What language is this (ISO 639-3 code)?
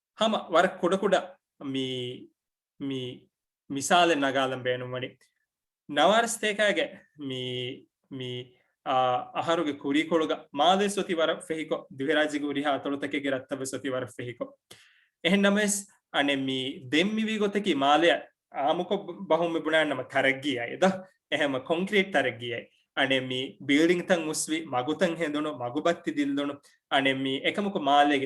div